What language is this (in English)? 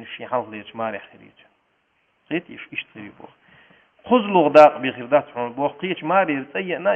Chechen